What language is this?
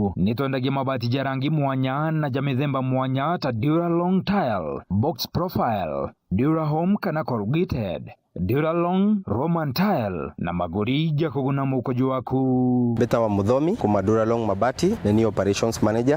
Meru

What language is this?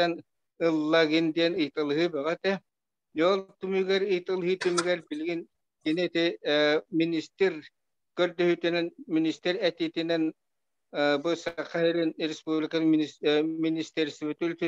Yakut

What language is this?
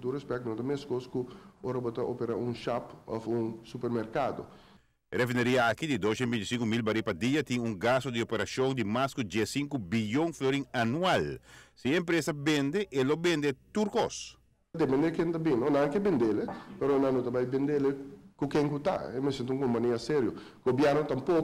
Papiamento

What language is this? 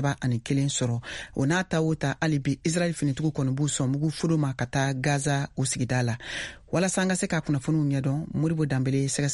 Bambara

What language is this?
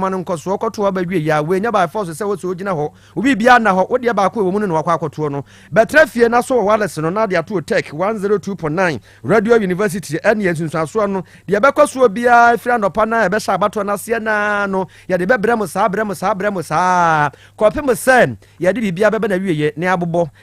Akan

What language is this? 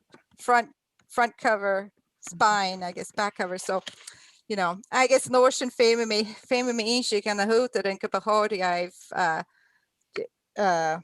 Scottish Gaelic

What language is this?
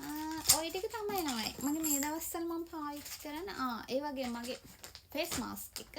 Sinhala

